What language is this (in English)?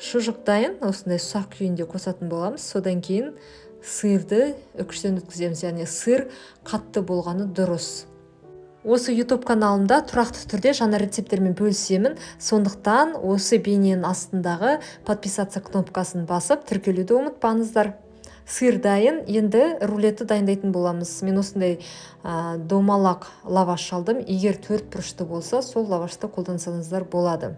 Kazakh